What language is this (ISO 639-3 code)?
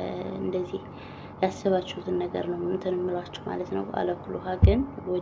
amh